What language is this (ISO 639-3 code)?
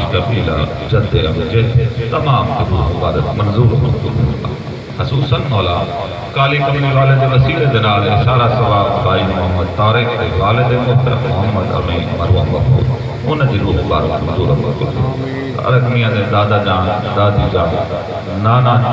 skr